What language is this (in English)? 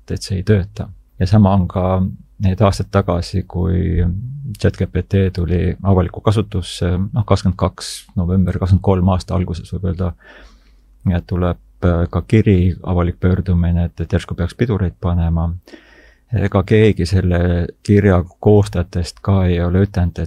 Estonian